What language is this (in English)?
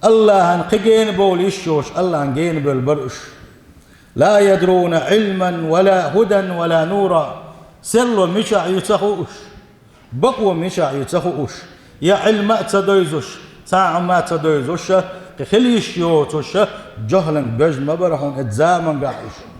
Chechen